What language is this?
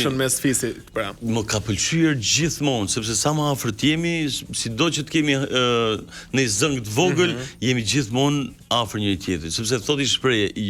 Albanian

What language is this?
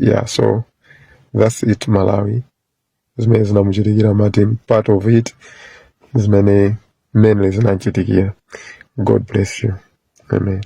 Nyanja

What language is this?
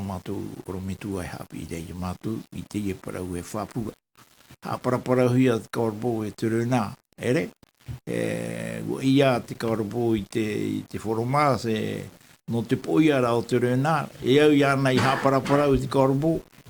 Tahitian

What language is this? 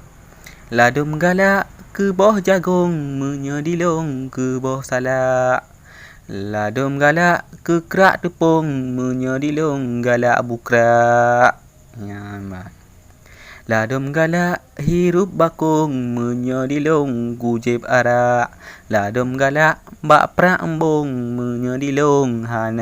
Achinese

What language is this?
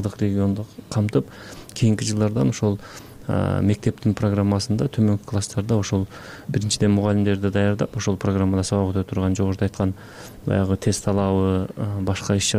Kyrgyz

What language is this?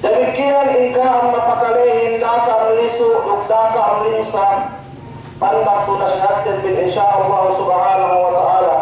Yakan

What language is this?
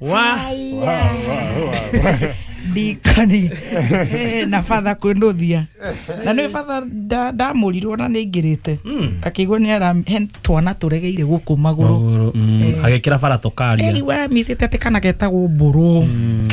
Kikuyu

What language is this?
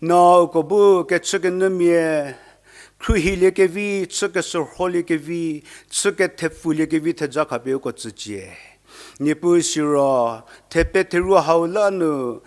Angami Naga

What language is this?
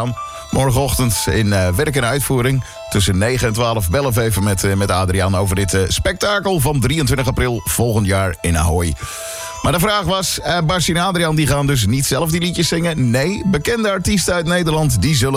Dutch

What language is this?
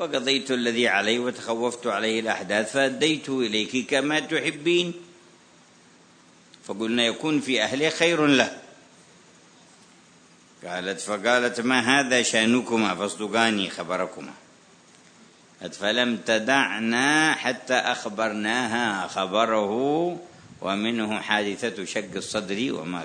Arabic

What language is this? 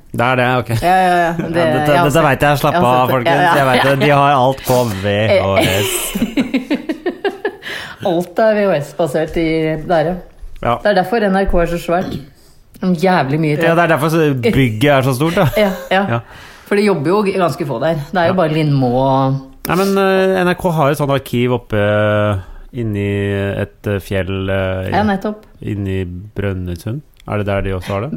Norwegian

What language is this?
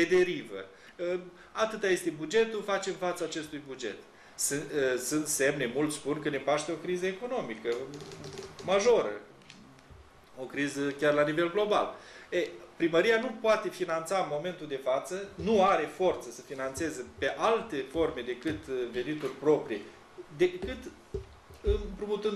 Romanian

